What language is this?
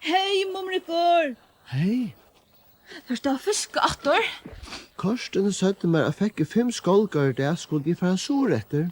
Faroese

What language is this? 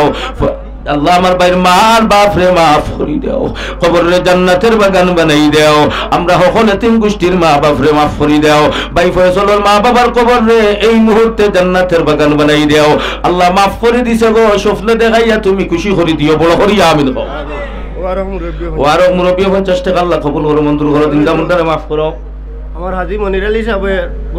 Sylheti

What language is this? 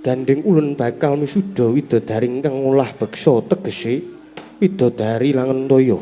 Javanese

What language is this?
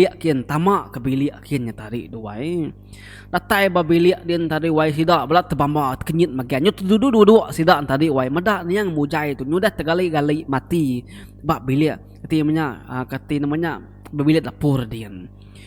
Iban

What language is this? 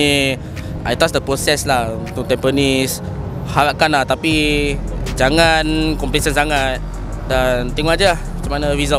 Malay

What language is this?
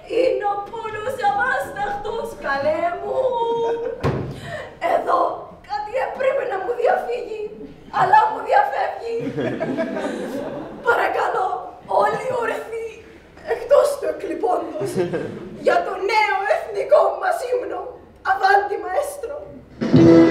Greek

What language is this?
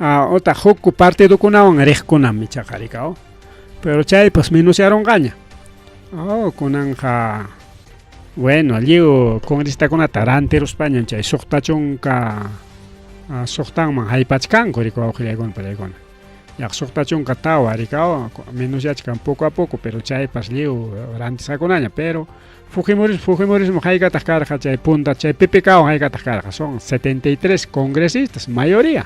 Ayacucho Quechua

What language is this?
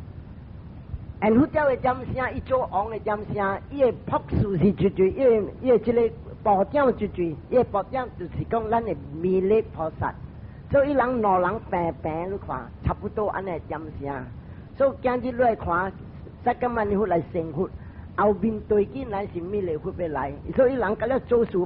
Min Nan Chinese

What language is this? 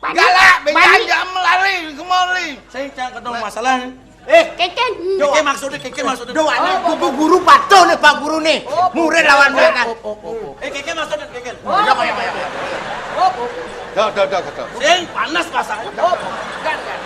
Balinese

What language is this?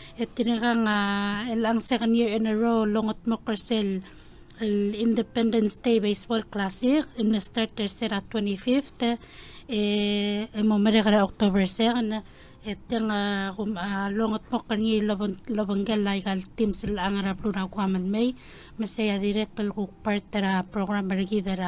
Palauan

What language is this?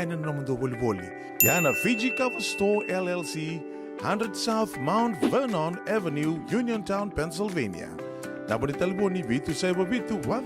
Fijian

